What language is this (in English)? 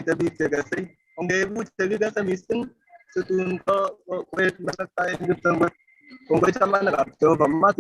Kalenjin